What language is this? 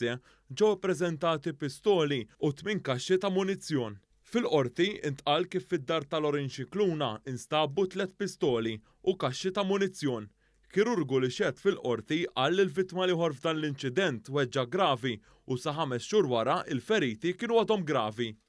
Maltese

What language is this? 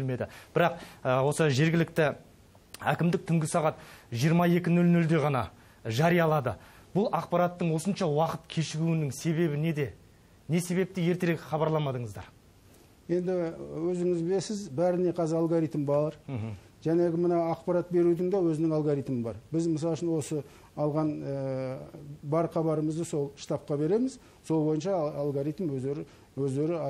Kazakh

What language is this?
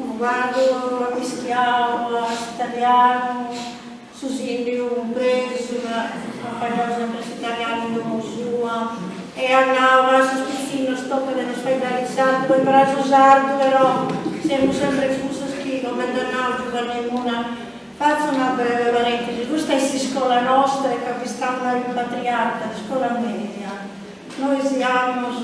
Sardinian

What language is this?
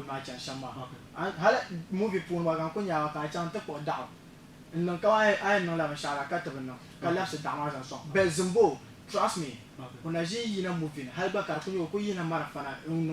Dagbani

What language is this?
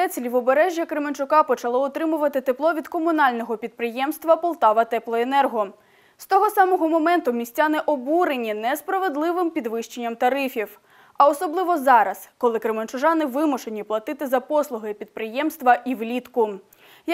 Ukrainian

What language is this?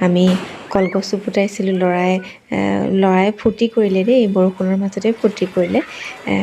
Assamese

